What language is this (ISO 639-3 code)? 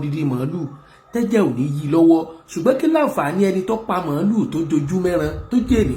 yor